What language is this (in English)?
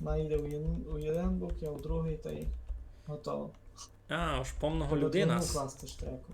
Rusyn